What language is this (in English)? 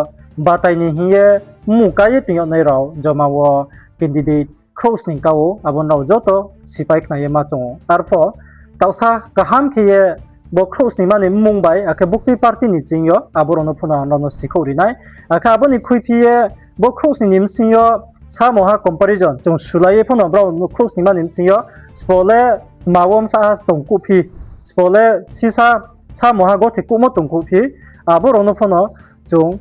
Riang (India)